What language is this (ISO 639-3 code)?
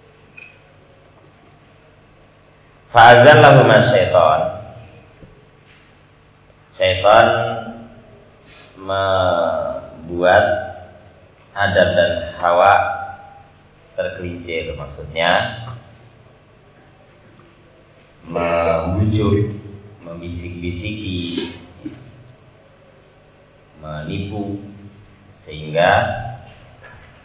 ind